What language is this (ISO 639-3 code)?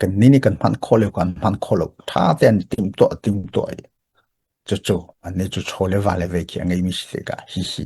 cnh